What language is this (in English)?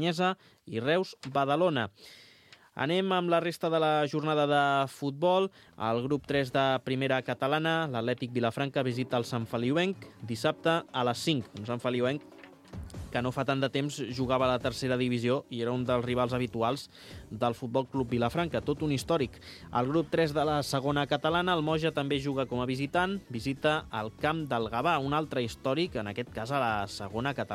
Catalan